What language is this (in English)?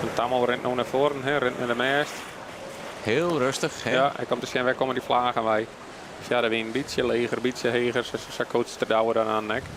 Western Frisian